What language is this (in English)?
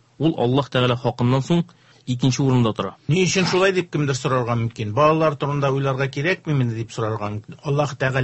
Tatar